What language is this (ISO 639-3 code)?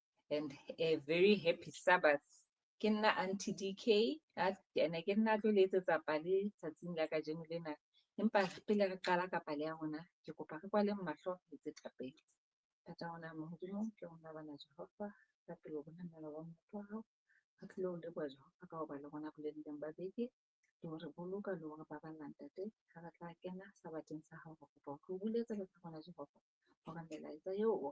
sot